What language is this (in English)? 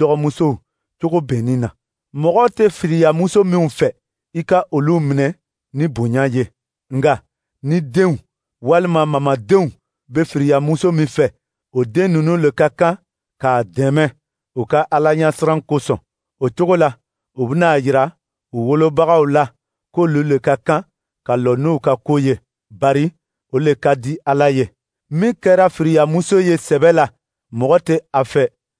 Dyula